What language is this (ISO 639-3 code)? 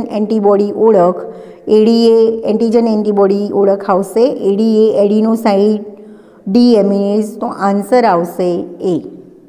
guj